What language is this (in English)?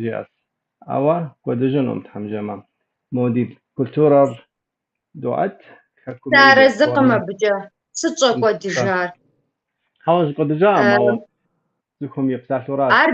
Kabardian